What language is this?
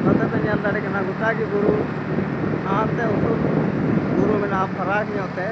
Santali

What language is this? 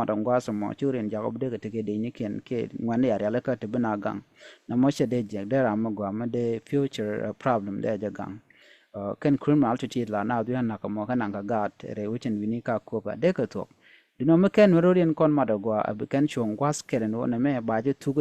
Nuer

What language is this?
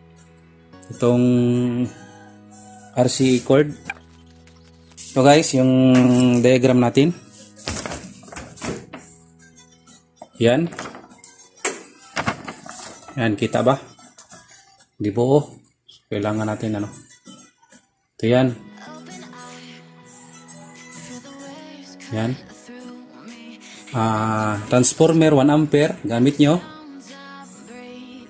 Filipino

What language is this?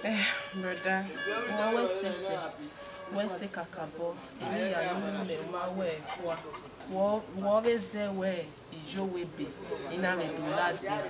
Bini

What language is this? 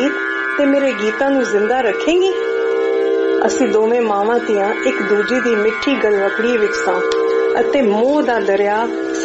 Punjabi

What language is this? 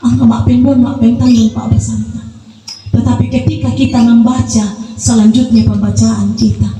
Toraja-Sa'dan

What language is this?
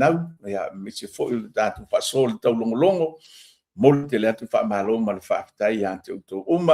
Samoan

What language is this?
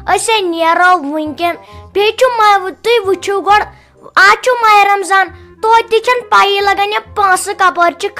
Kashmiri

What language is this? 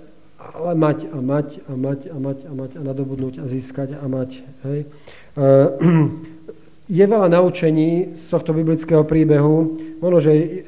Slovak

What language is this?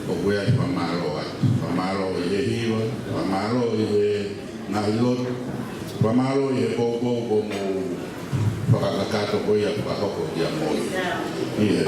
Tongan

